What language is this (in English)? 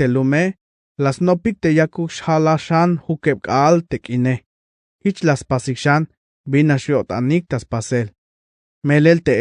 Tzeltal